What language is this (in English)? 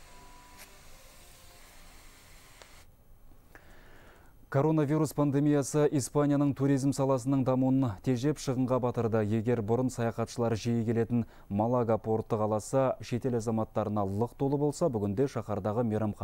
Kazakh